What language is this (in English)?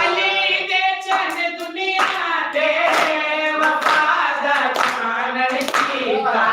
Saraiki